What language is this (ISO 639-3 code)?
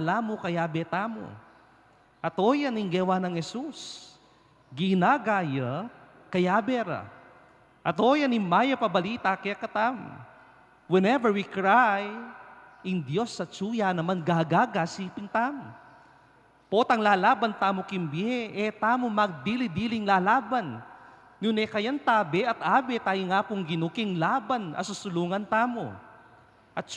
pam